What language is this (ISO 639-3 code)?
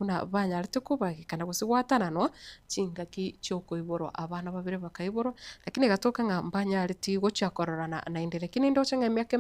guz